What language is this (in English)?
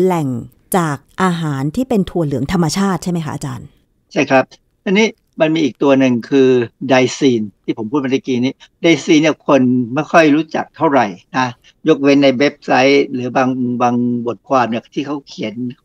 Thai